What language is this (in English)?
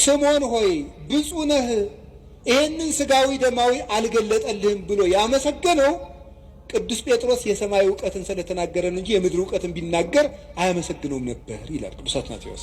Amharic